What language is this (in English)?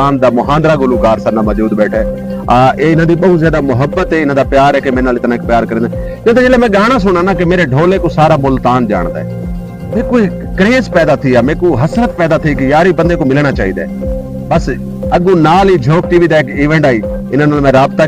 Saraiki